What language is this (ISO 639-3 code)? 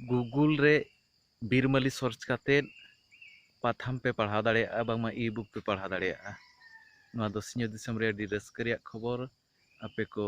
sat